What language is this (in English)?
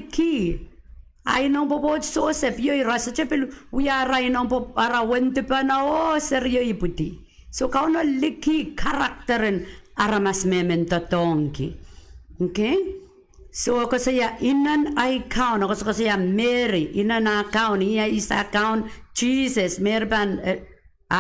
Pohnpeian